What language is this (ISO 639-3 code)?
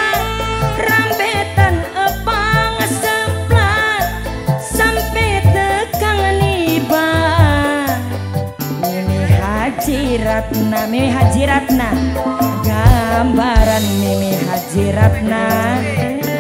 jav